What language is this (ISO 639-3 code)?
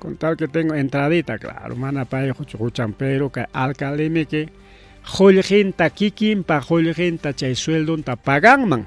quy